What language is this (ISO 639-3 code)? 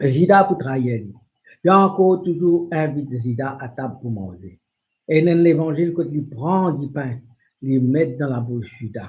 mfe